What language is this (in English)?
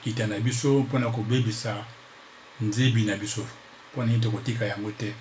Lingala